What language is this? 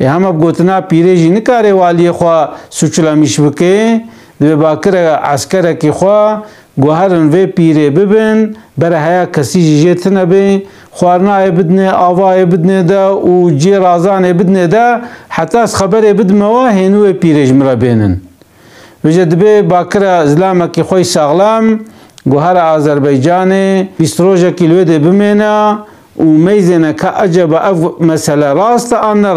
Kurdish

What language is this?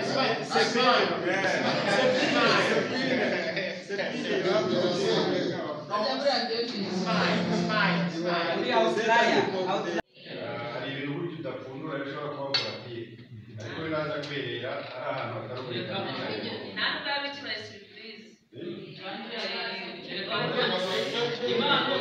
Kinyarwanda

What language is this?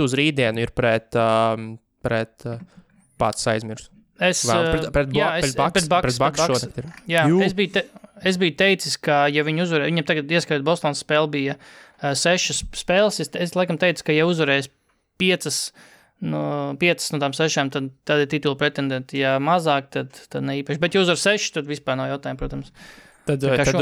Latvian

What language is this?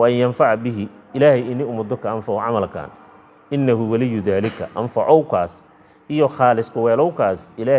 Somali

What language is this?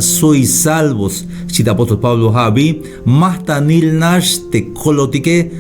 Tzeltal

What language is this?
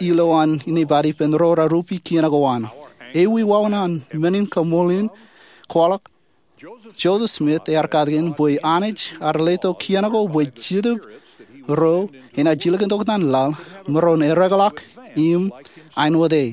Marshallese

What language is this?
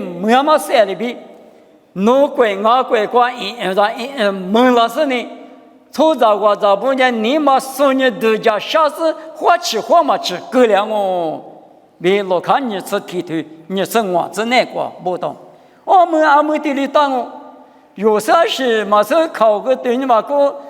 Lisu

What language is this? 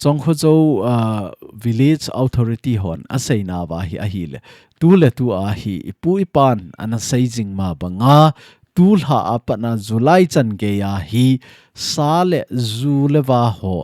Thado Chin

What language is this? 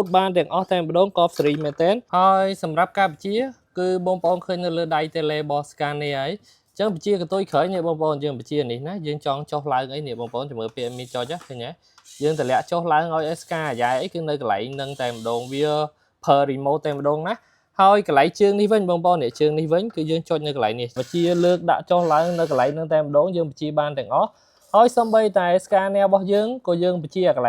Khmer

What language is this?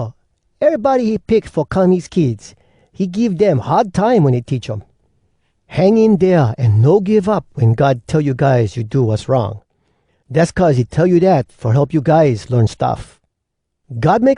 Hawai'i Creole English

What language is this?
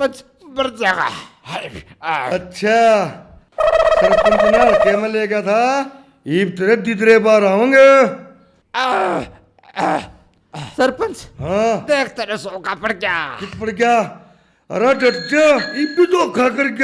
Haryanvi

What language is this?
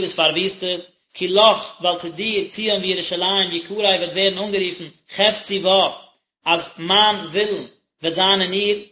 Yiddish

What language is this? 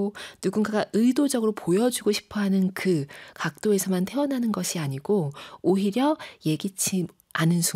Korean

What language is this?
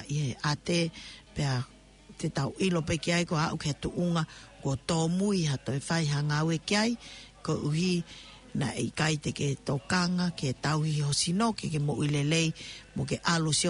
Tongan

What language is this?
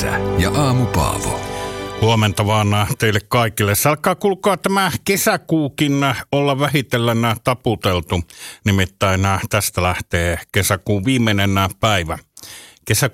Finnish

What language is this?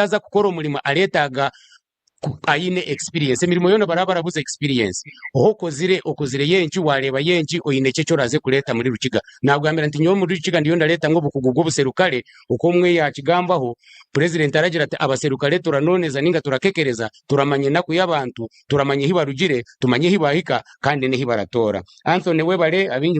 Nyankole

